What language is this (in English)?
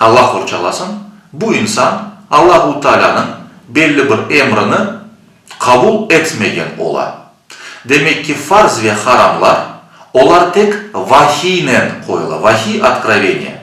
Crimean Tatar